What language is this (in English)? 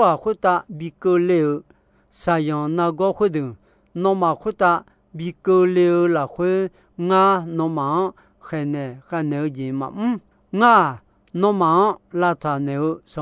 Akha